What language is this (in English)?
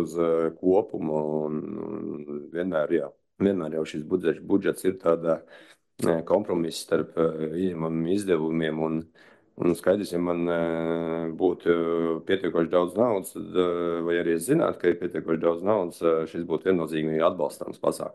Latvian